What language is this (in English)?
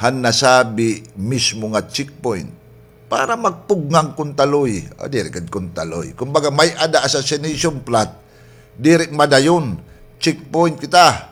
Waray